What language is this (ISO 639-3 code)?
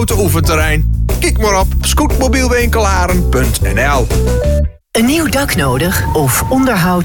nld